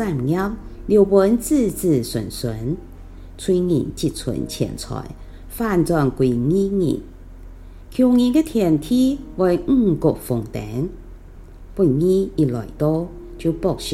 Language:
Hakka Chinese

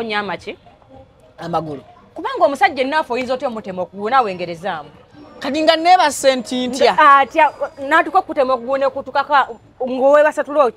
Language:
Ganda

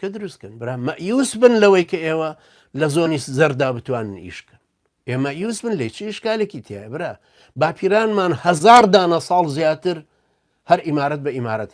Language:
Central Kurdish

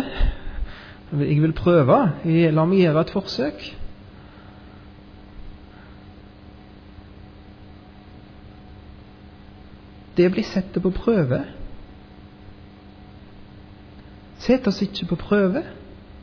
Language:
Norwegian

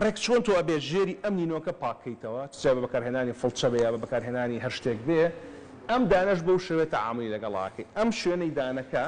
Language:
Central Kurdish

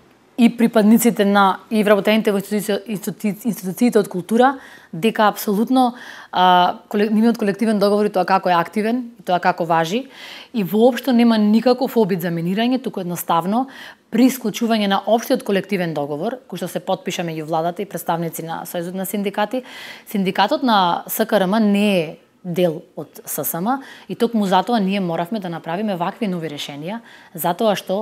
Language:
Macedonian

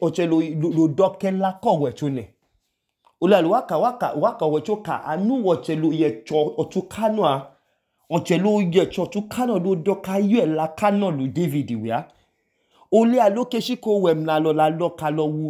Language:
Idoma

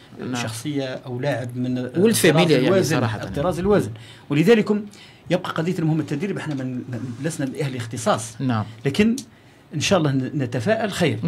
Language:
Algerian Arabic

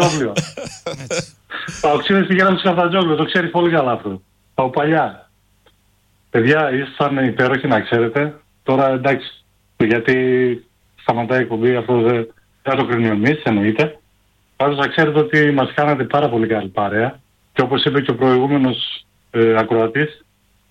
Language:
Greek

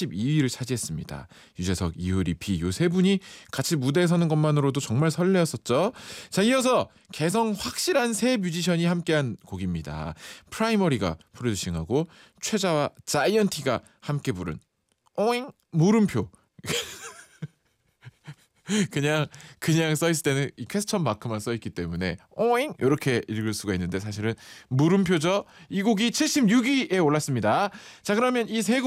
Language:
Korean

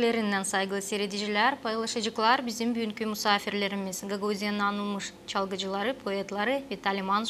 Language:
Gagauz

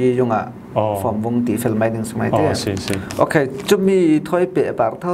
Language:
Falam Chin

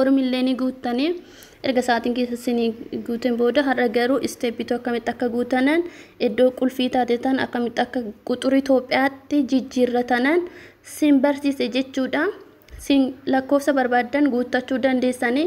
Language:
Oromo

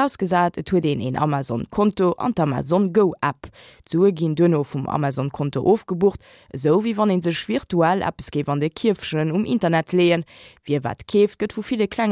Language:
Luxembourgish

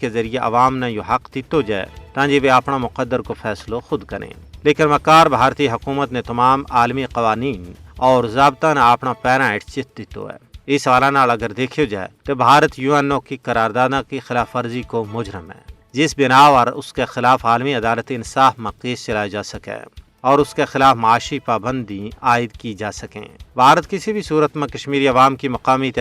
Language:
Gujari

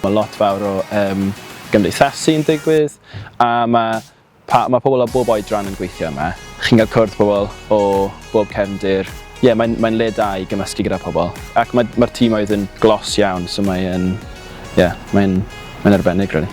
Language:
Welsh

